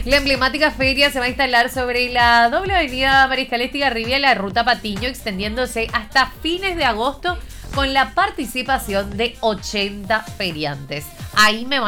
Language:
Spanish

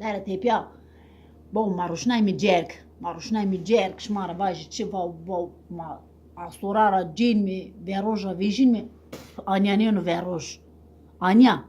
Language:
Zaza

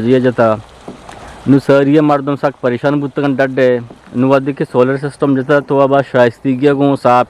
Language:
Eastern Balochi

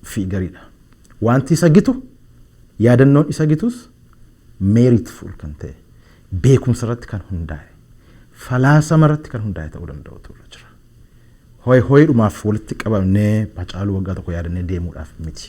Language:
Oromo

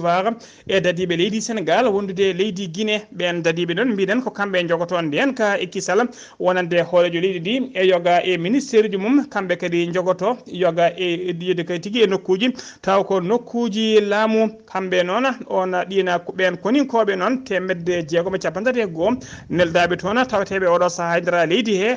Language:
Fula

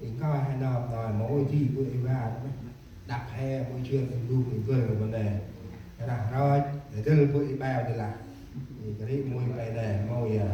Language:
Central Mnong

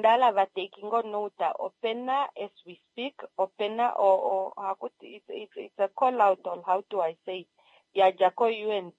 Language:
Kuanyama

